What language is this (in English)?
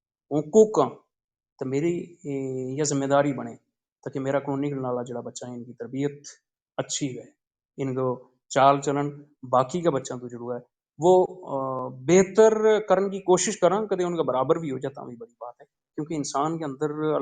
Gujari